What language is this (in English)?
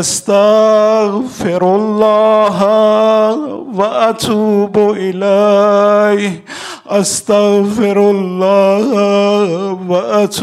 Urdu